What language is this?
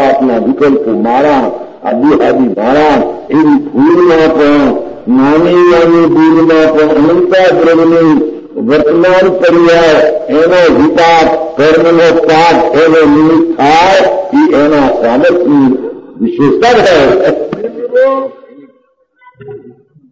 Gujarati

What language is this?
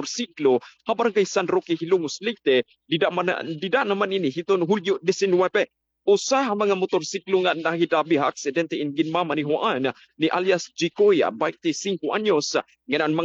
Waray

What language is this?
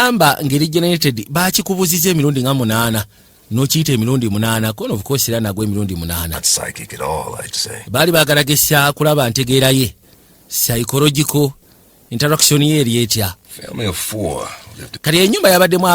Ganda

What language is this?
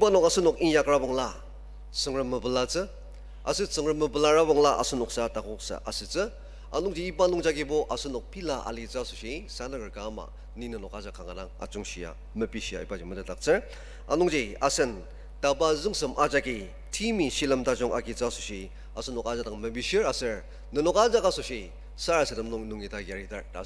Ao Naga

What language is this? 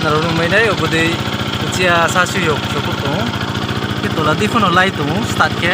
Riang (India)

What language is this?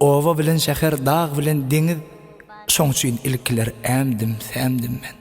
Turkmen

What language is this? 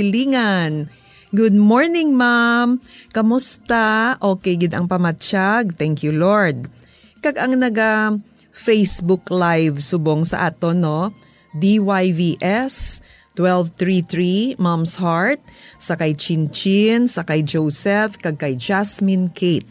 Hiligaynon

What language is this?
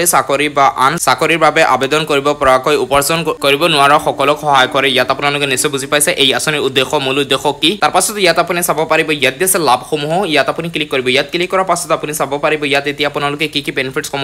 Assamese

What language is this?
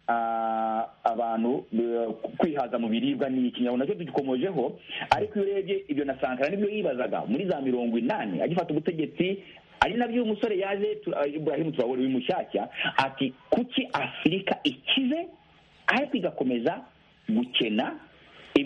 Kinyarwanda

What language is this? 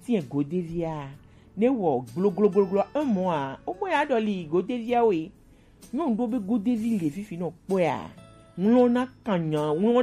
Gen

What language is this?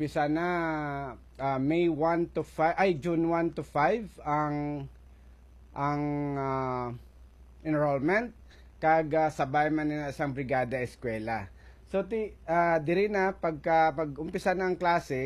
Hiligaynon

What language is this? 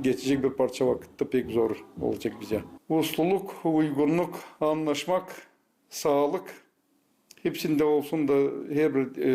Gagauz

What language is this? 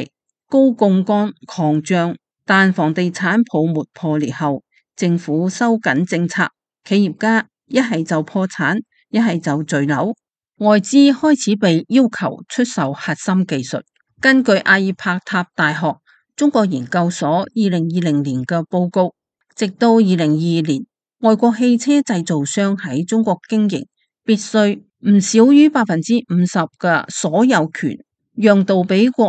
Cantonese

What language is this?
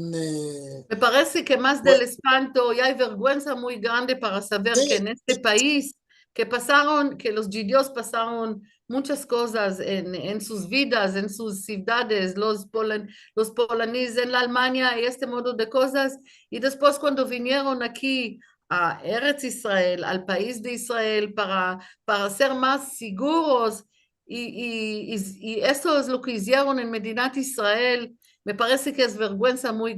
Ladino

